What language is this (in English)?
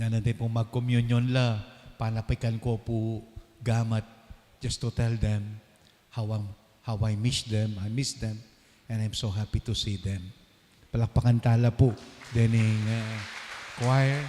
Pampanga